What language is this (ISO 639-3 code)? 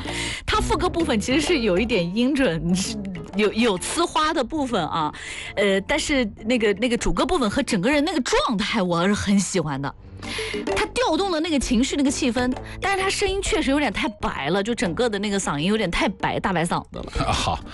zho